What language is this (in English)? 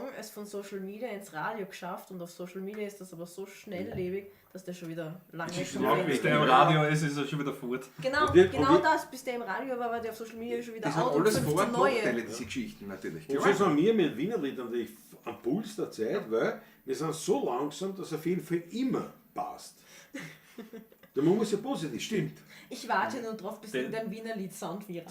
Bavarian